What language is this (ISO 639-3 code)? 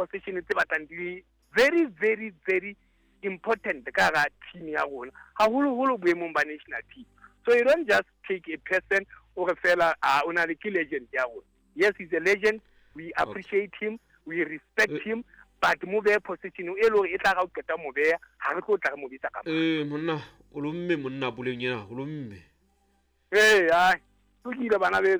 sot